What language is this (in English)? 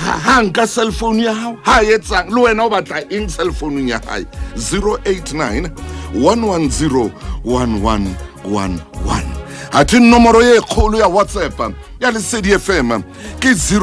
Southern Sotho